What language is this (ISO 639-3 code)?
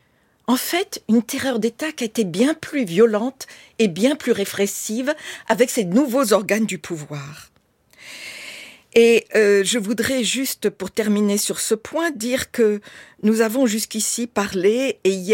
fra